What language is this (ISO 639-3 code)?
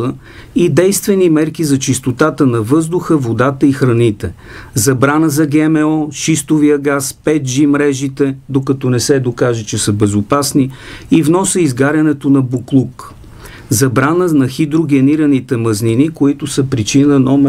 bul